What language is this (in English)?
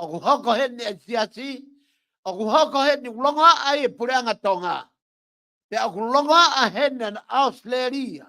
Tongan